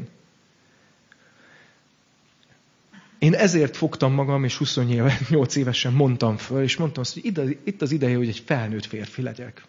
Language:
Hungarian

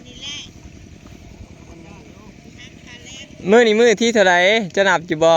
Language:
Northeastern Thai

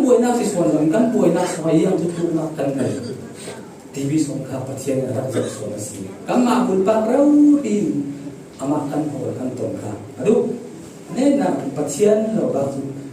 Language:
Falam Chin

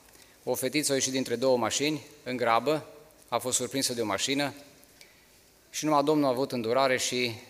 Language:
Romanian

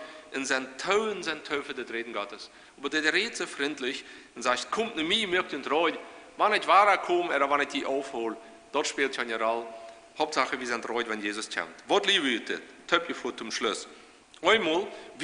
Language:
Plautdietsch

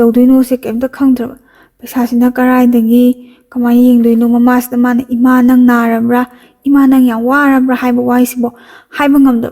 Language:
Manipuri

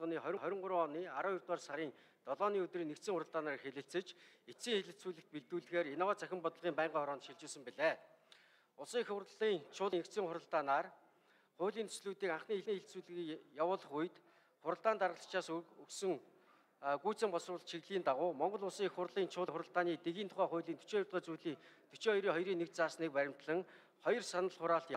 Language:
Mongolian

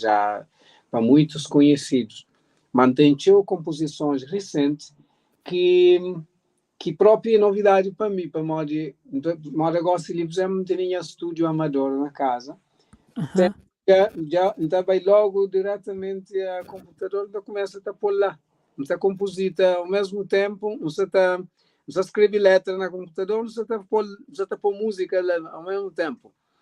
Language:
Kabuverdianu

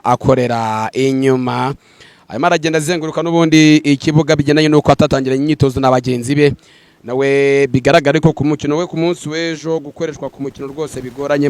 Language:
Kinyarwanda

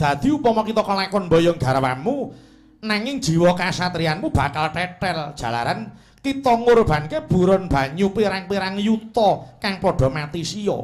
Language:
Javanese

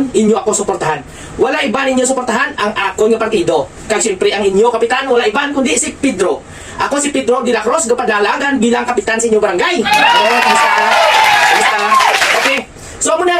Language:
Hiligaynon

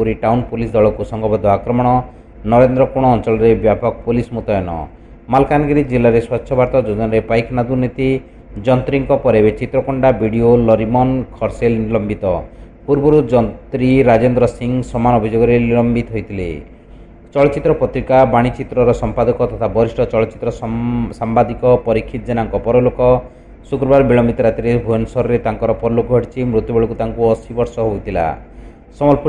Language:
Odia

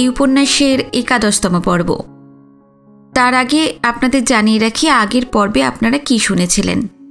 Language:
Bangla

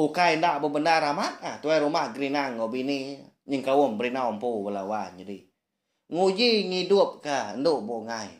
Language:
Iban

